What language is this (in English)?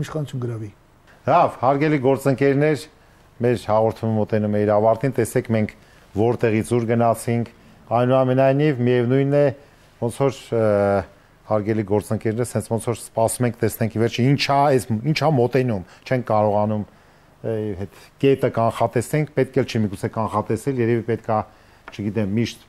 Armenian